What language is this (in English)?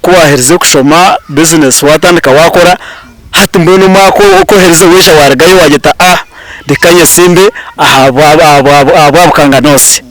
Nyankole